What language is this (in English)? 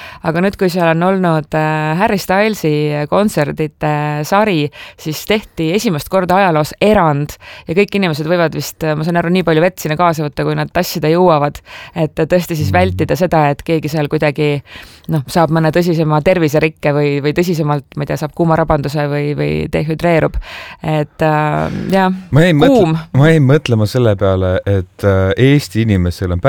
Estonian